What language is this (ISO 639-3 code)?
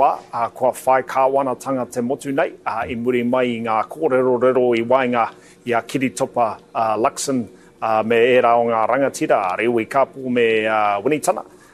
mri